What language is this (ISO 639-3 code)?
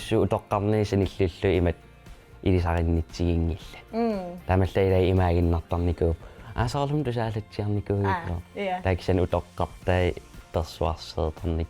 kal